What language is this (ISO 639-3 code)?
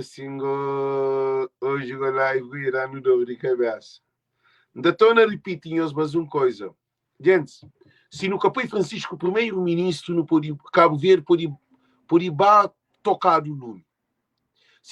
kea